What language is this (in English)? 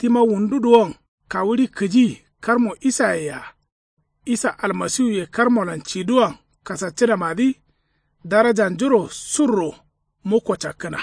Kanuri